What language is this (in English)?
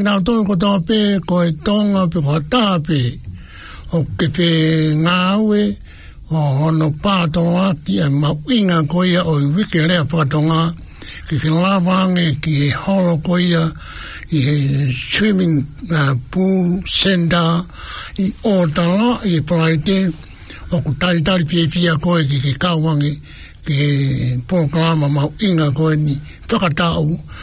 Tongan